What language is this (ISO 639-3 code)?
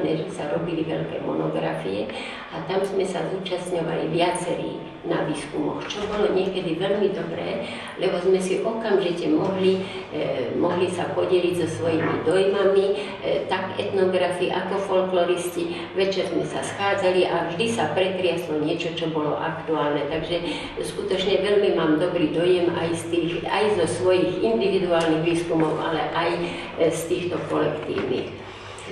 slk